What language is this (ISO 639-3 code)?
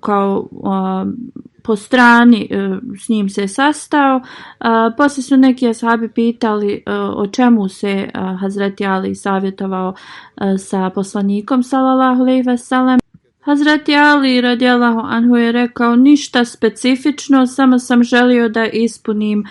bos